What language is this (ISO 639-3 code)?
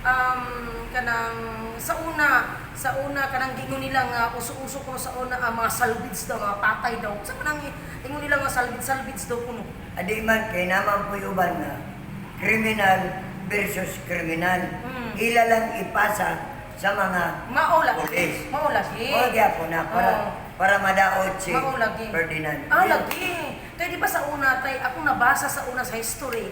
ceb